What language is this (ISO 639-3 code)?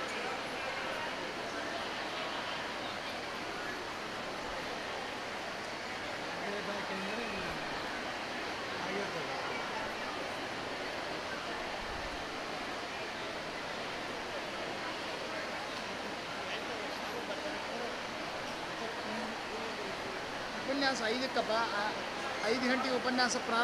kan